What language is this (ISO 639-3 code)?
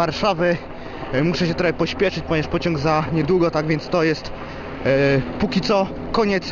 pol